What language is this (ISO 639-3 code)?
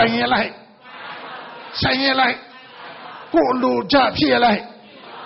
mya